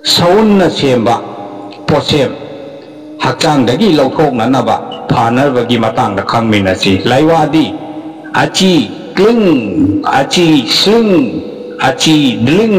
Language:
Manipuri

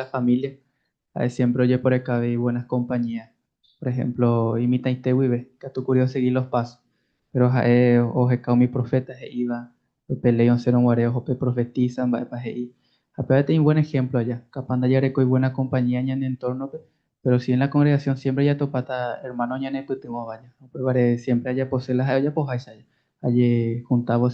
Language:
Guarani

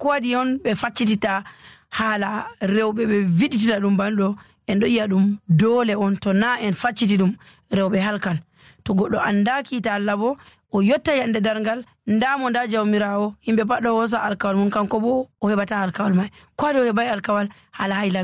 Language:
Nigerian Fulfulde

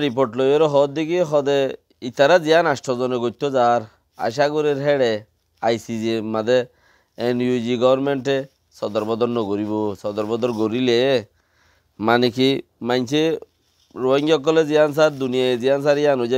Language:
Rohingya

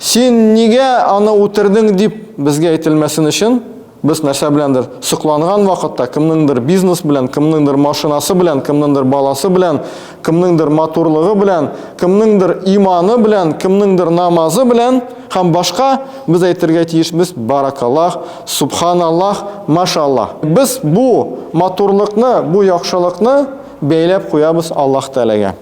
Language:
Tatar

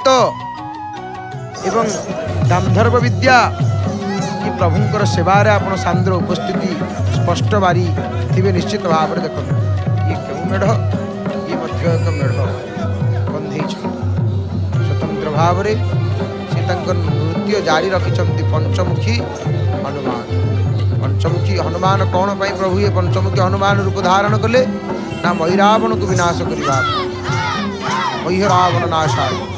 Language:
Odia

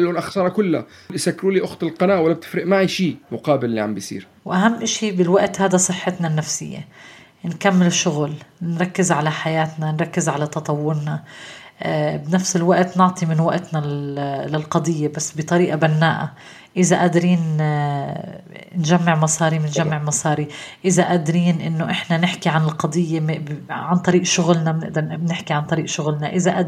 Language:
North Levantine Arabic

